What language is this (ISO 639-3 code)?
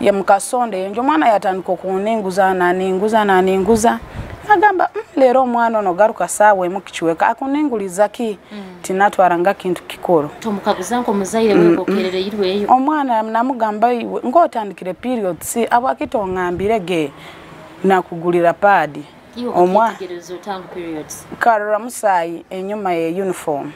nyo